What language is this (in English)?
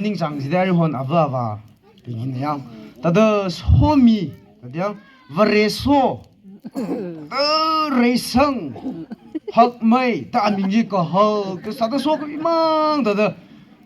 Tangkhul Naga (India)